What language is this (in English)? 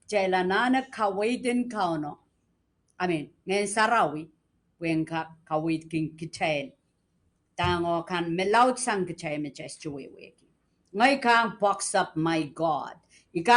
Pohnpeian